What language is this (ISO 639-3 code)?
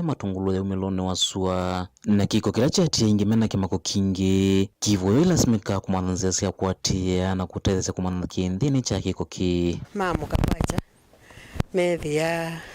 kam